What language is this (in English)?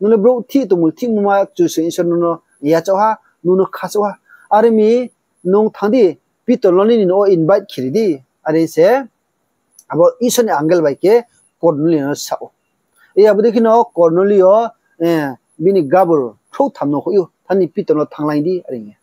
Riang (India)